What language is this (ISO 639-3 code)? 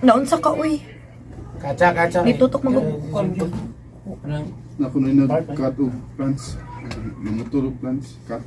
ceb